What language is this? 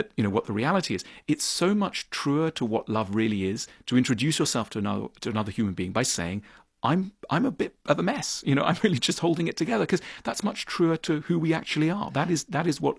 English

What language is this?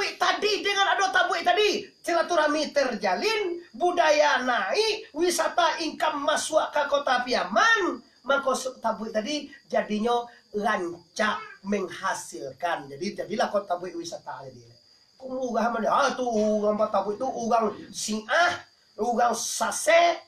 Minangkabau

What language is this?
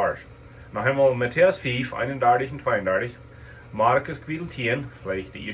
Plautdietsch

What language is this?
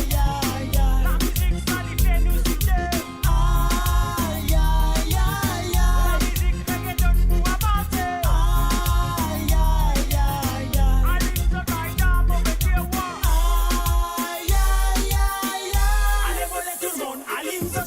Morisyen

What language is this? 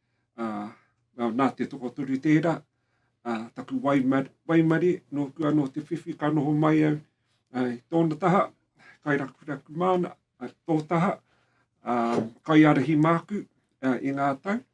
Māori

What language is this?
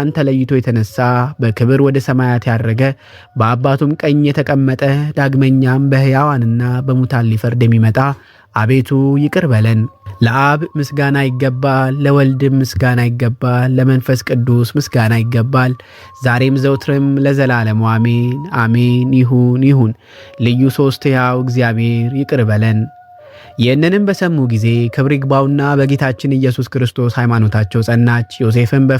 Amharic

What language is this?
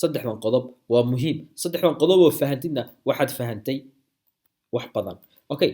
Somali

